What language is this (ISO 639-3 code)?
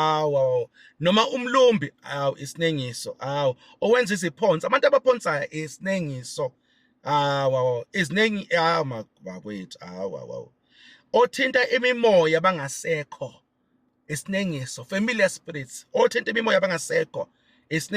zul